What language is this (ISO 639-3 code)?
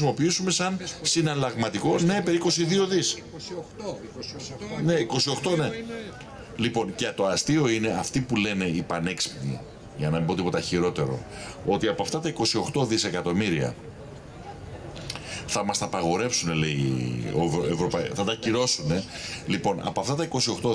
ell